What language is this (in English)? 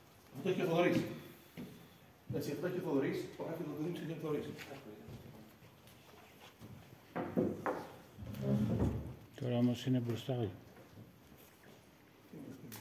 Greek